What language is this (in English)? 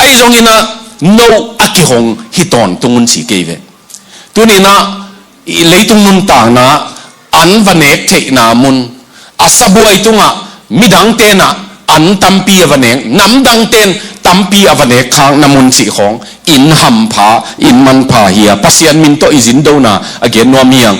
Tedim Chin